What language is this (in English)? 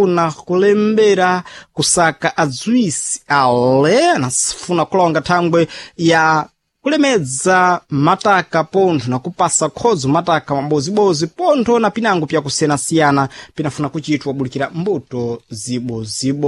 Sena